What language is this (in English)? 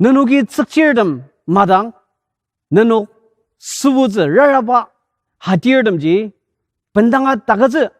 Ao Naga